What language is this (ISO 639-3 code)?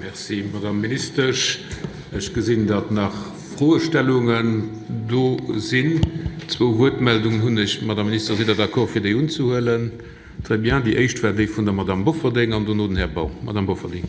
ltz